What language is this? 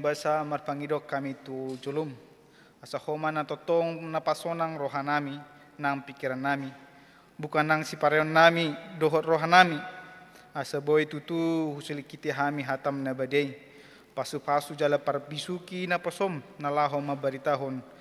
Batak Toba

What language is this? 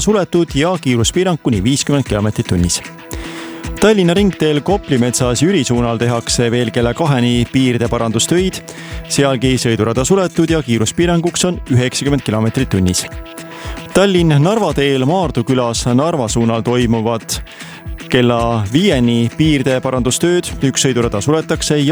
Estonian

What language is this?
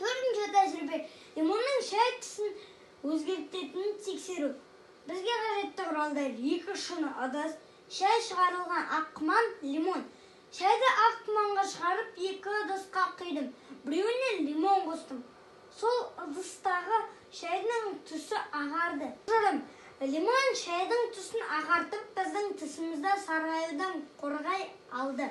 Kazakh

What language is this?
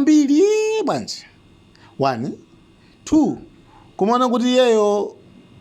Nyanja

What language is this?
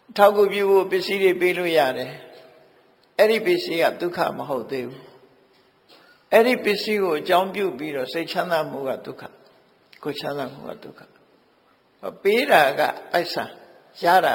Burmese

